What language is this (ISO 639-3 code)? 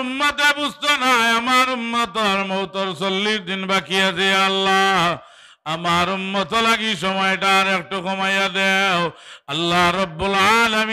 syl